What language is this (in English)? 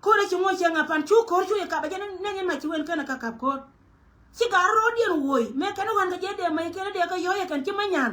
Nuer